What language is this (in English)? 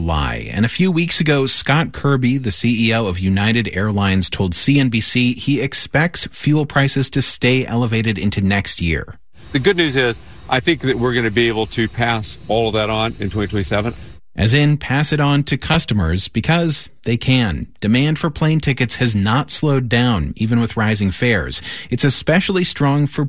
English